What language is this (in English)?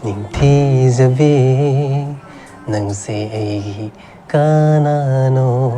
Manipuri